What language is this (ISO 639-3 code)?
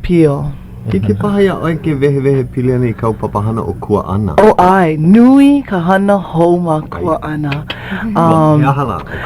haw